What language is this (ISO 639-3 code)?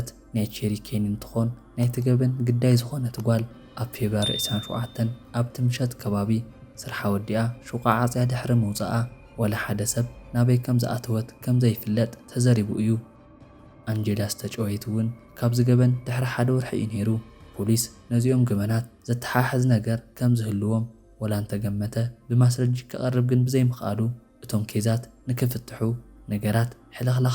tir